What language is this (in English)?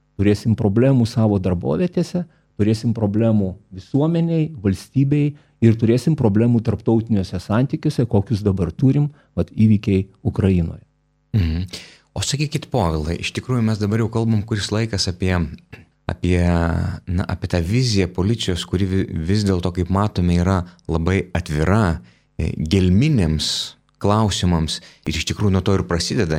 Lithuanian